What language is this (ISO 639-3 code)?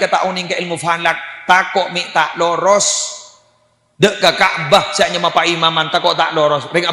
mad